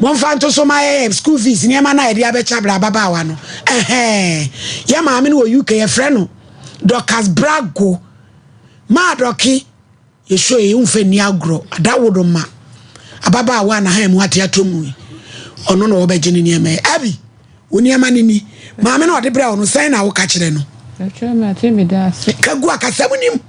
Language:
Akan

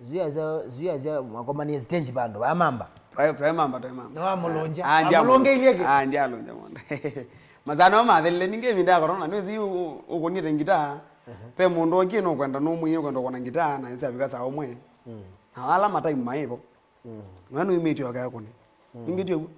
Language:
Kamba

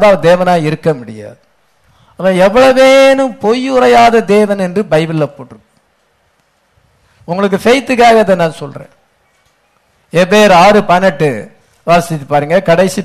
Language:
Tamil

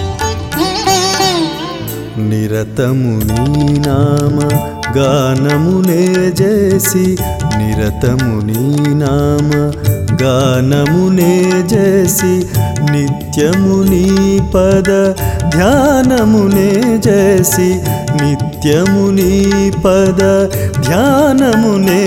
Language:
Telugu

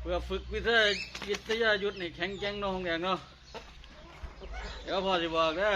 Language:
Lao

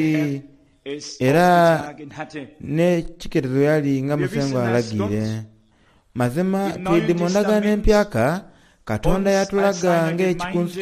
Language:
Soga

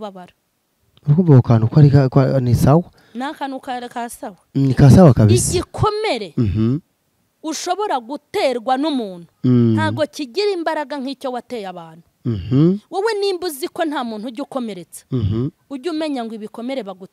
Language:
Kinyarwanda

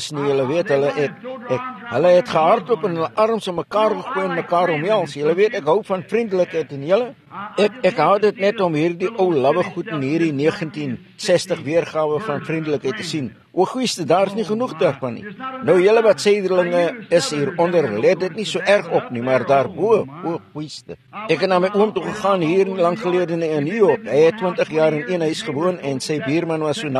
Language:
Afrikaans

